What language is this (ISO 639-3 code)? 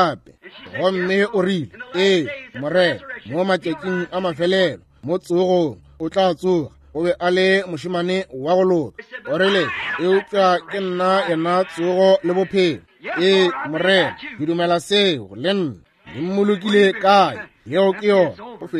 nso